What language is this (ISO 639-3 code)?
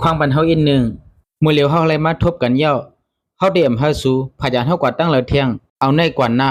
shn